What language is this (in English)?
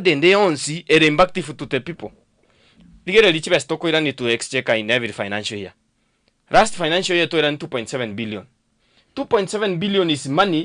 Gusii